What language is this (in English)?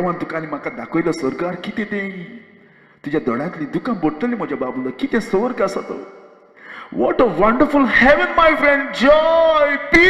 Konkani